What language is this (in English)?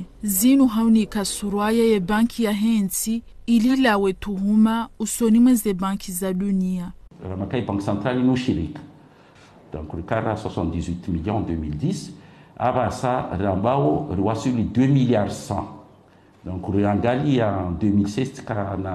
Ngazidja Comorian